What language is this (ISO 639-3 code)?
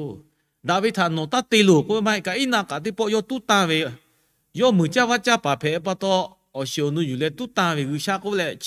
lhu